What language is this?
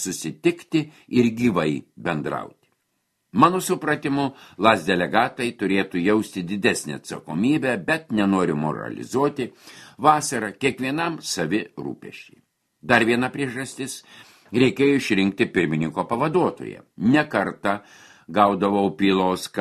Lithuanian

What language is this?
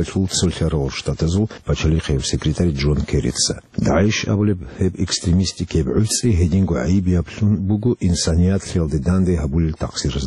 Avaric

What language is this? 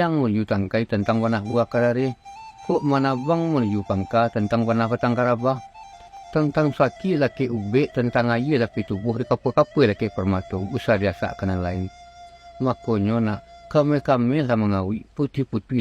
Minangkabau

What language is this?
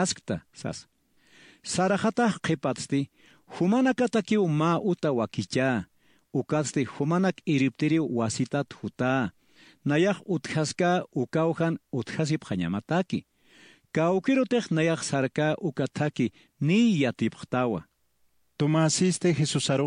Aymara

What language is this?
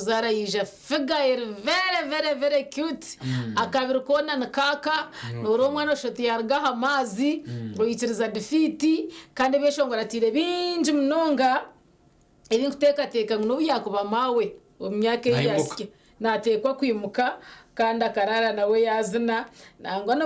Nyankole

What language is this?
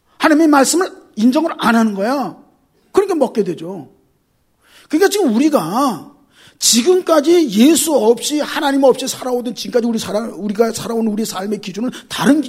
Korean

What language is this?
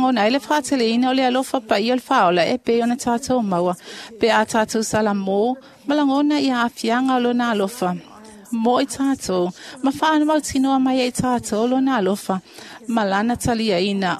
Samoan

